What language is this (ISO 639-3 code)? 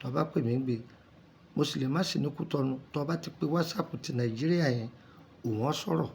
yor